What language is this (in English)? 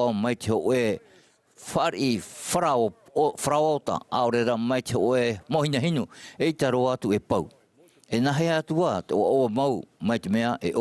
Tahitian